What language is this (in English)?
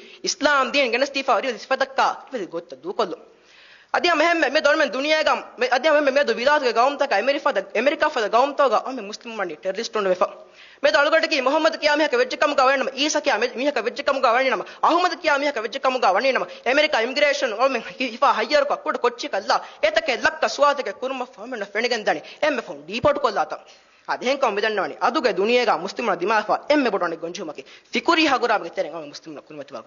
Divehi